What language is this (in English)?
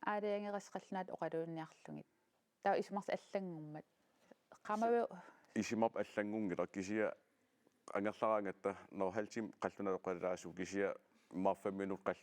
Kalaallisut